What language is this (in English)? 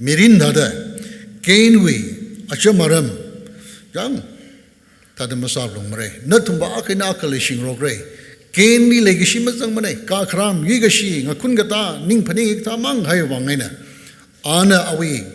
Tangkhul Naga (India)